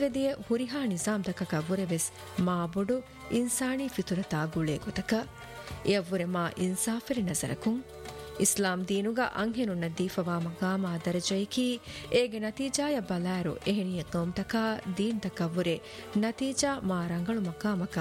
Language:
Divehi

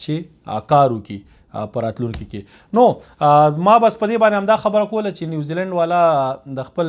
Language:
Pashto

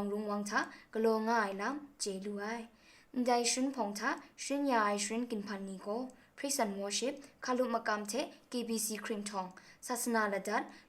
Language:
Kachin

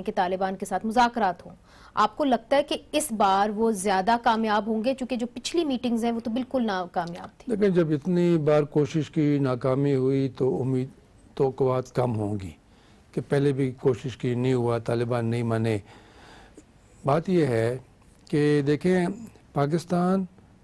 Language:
Urdu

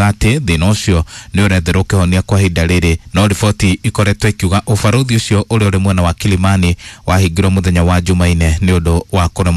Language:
Kikuyu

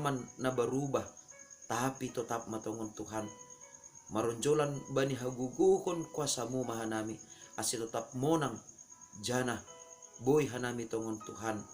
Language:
Batak Simalungun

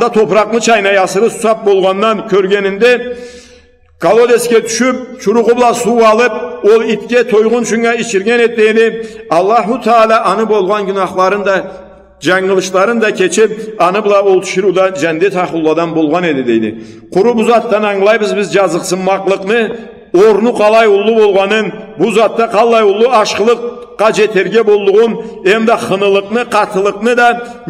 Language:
Karachay-Balkar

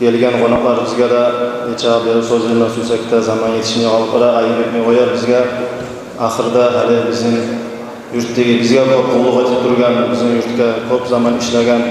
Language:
Kumyk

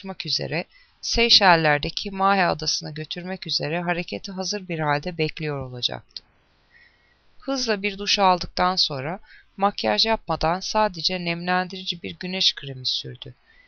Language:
Turkish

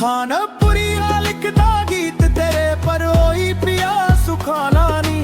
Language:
Dogri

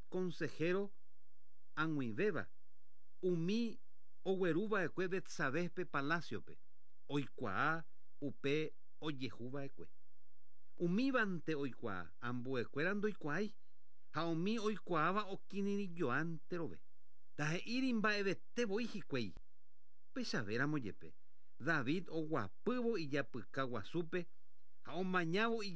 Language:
Guarani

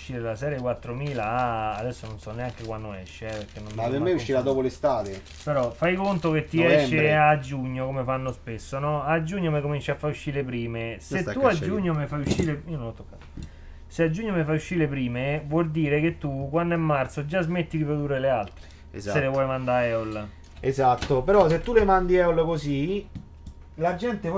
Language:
Italian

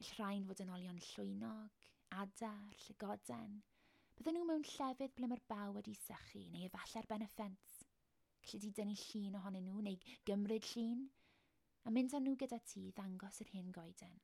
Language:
Welsh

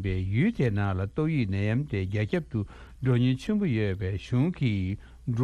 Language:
Tibetan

